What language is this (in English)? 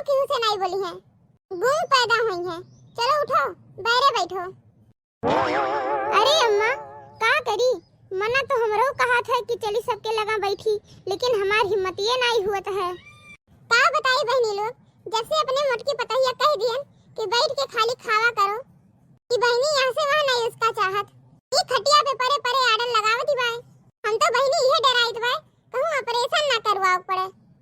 Awadhi